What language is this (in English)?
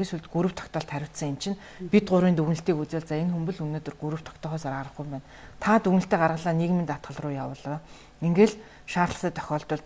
Mongolian